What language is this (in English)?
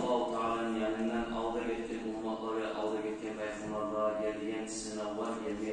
Kumyk